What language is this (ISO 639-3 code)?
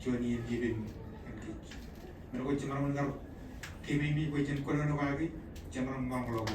mah